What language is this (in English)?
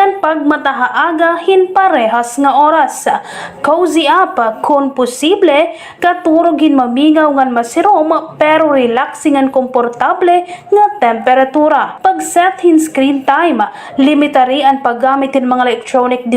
Waray